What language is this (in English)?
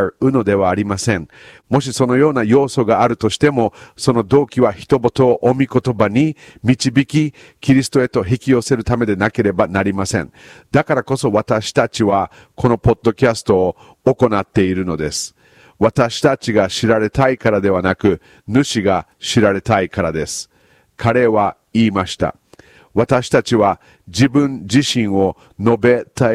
Japanese